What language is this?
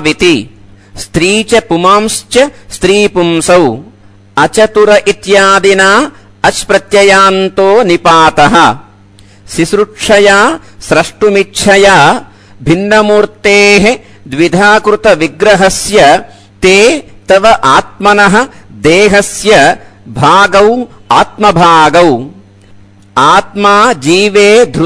Sanskrit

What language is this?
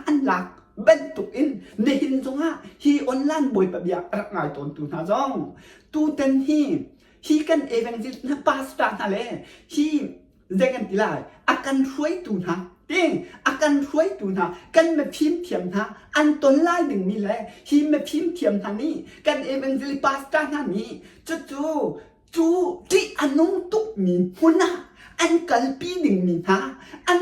Hakha Chin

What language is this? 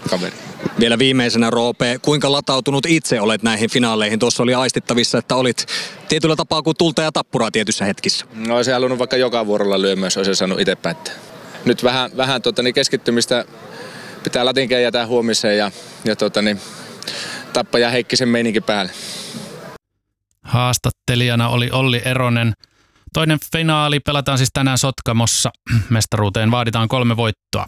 Finnish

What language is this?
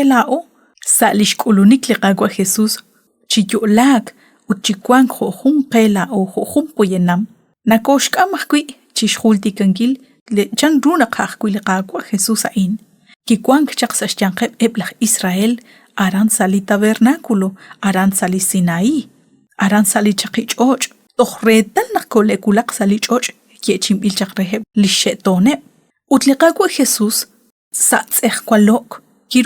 Kekchí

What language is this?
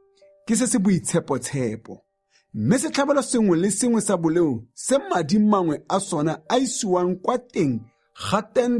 Tswana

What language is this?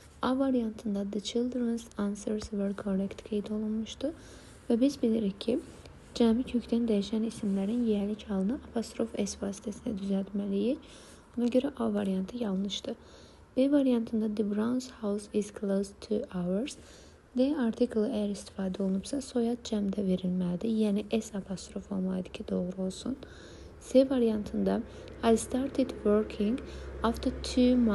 Azerbaijani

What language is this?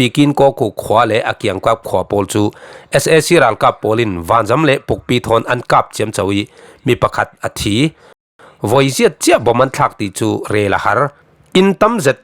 Falam Chin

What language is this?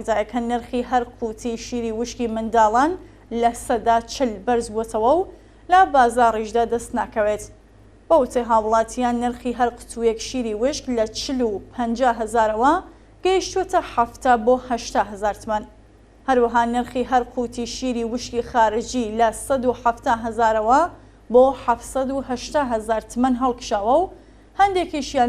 Central Kurdish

